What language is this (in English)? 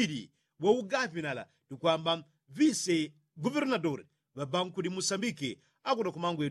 Yao